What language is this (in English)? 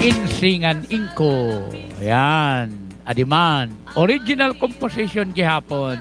Waray